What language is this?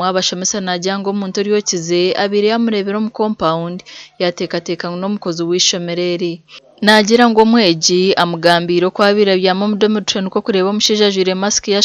Nyankole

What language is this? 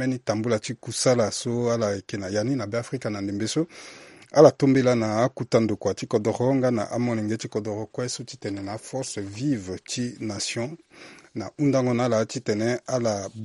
Sango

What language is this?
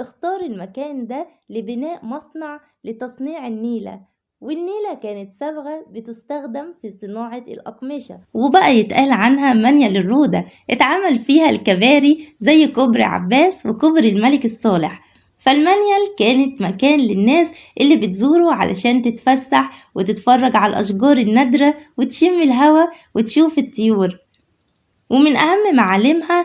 Egyptian Arabic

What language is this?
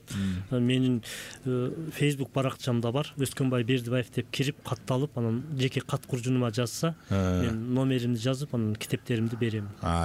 Kyrgyz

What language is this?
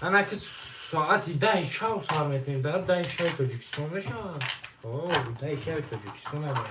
Tajik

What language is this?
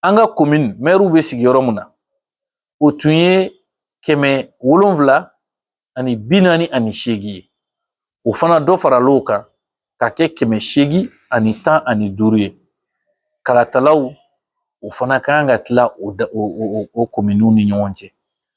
Bambara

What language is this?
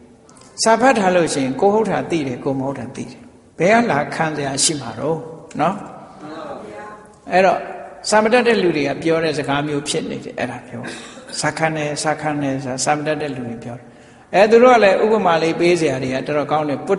Burmese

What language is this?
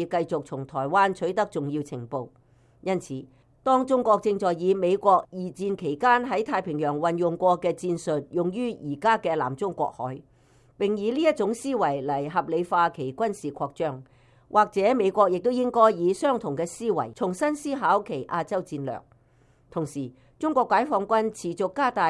Cantonese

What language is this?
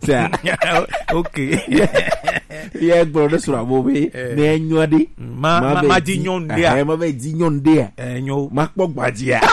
Gen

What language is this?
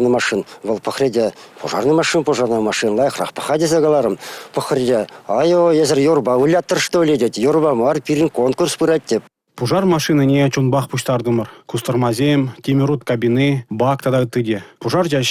Chuvash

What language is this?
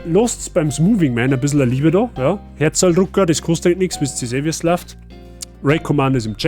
Bavarian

